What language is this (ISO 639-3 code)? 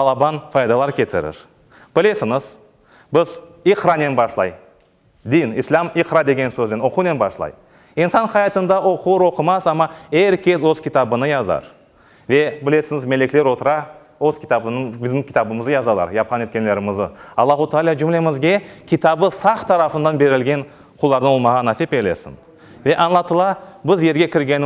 crh